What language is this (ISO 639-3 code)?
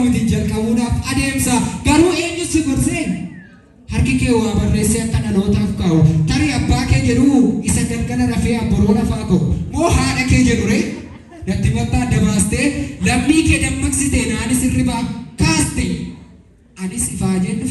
orm